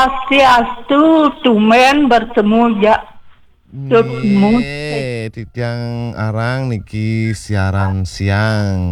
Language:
Balinese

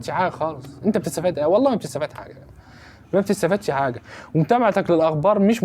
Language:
Egyptian Arabic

